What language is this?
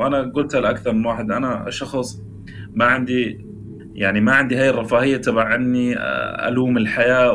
North Levantine Arabic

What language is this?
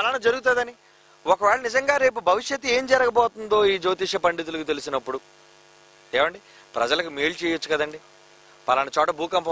Telugu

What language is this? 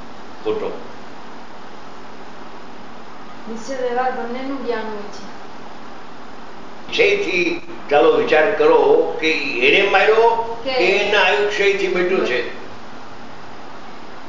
Gujarati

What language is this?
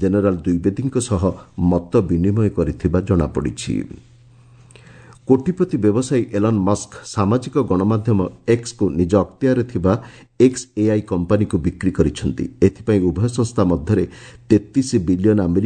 Odia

